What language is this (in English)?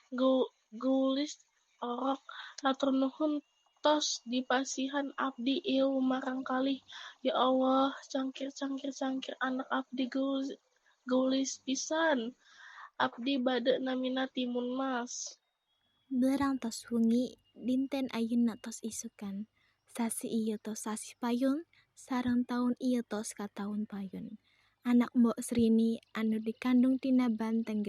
Sundanese